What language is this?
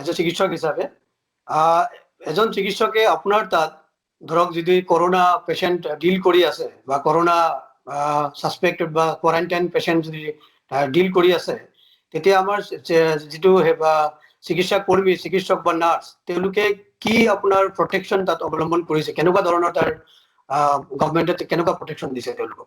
Assamese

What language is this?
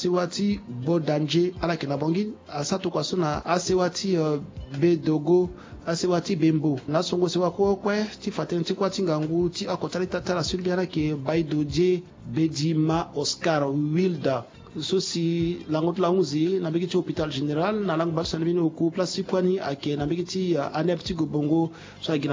Sango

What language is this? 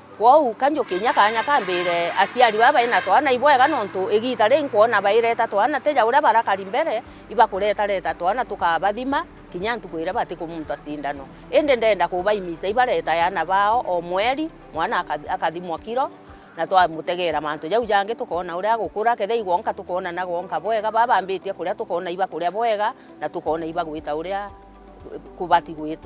Meru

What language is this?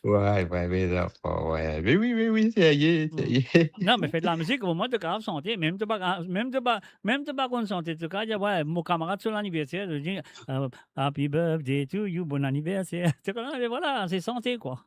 Morisyen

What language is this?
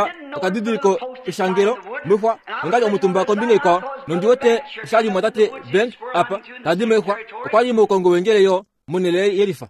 Kuanyama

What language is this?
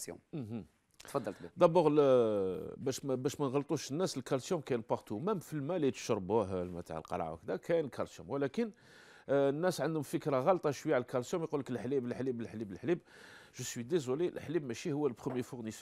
Algerian Arabic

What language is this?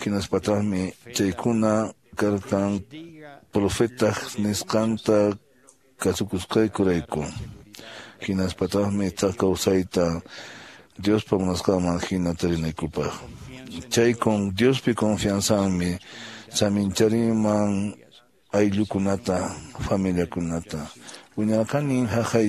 Quechua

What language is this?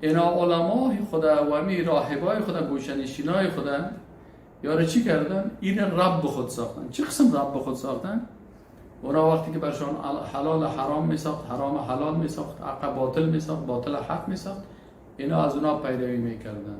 Persian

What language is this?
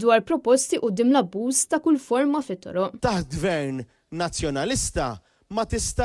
Maltese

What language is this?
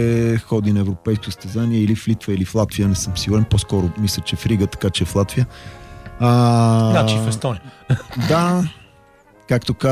Bulgarian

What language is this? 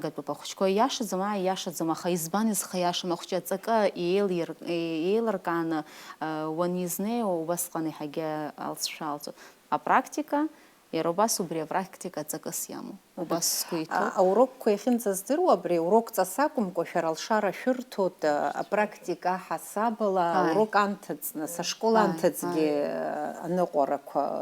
Abkhazian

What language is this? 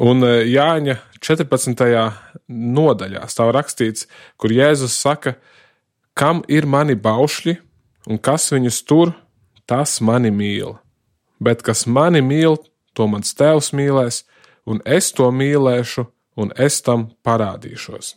Latvian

